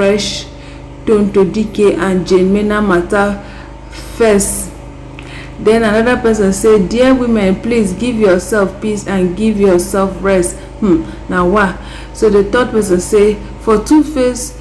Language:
Nigerian Pidgin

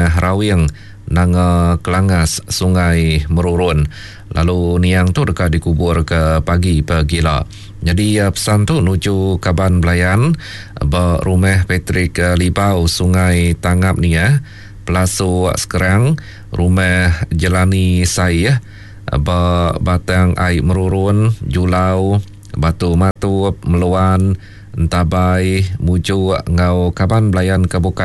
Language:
Iban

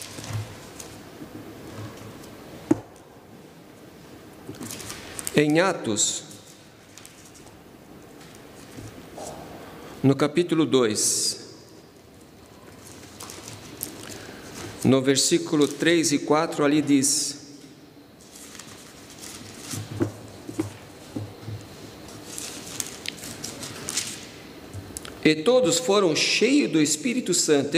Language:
Portuguese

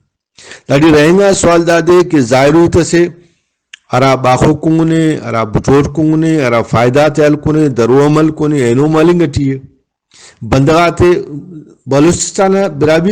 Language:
Brahui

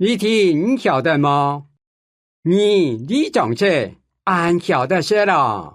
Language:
Hakka Chinese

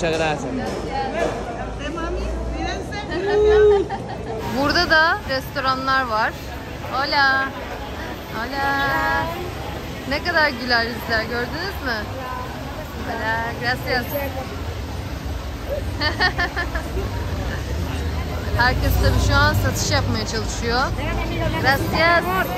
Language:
Turkish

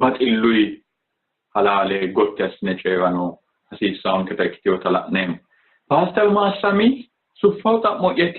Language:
Sidamo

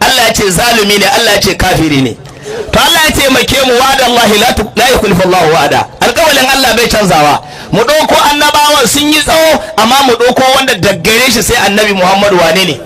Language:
Hausa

